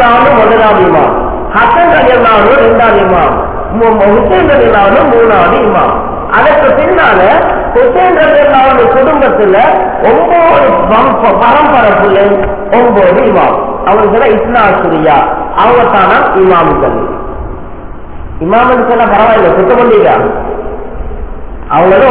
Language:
Tamil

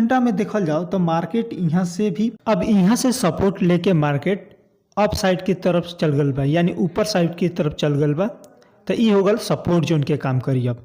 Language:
Bhojpuri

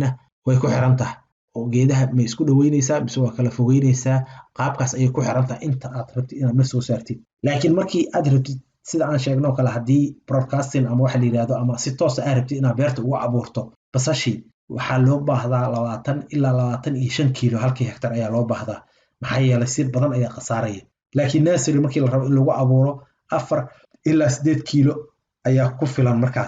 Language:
Somali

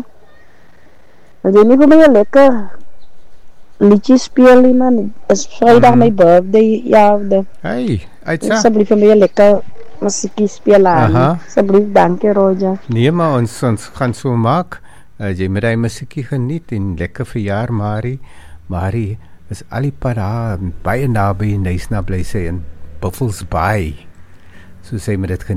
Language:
Afrikaans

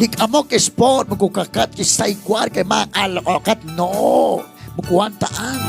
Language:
Kekchí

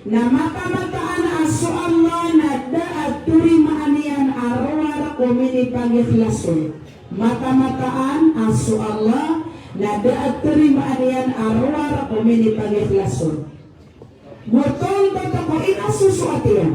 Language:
Maranao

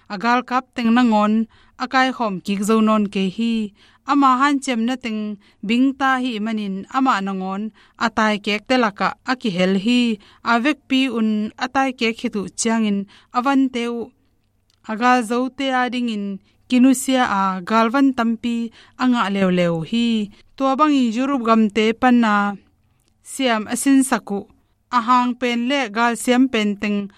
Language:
Tedim Chin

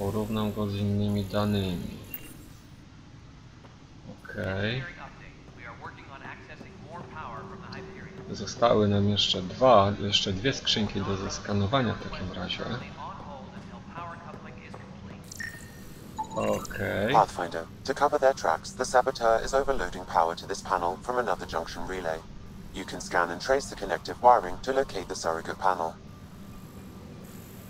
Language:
Polish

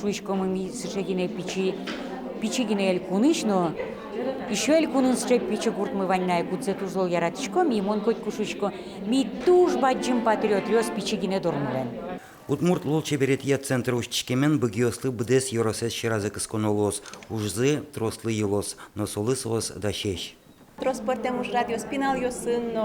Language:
Udmurt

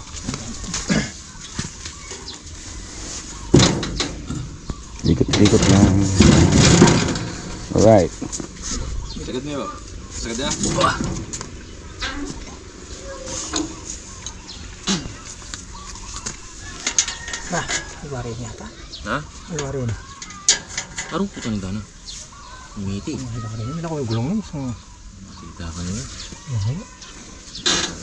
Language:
Filipino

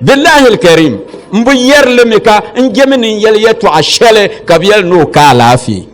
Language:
Dagbani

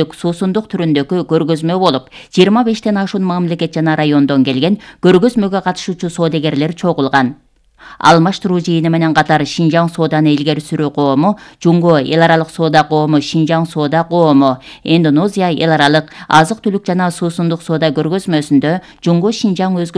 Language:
Kyrgyz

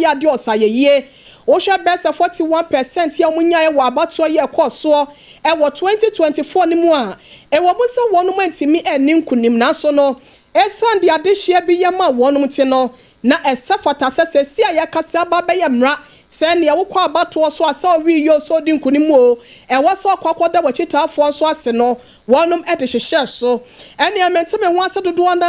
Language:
Akan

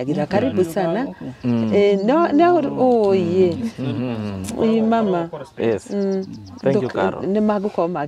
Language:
Kikuyu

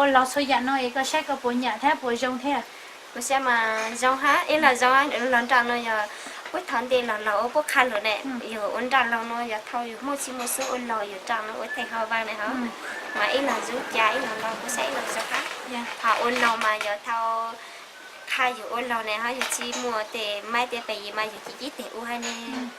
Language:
Hmong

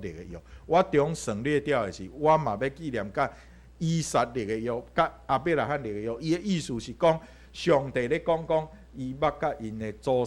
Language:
Min Nan Chinese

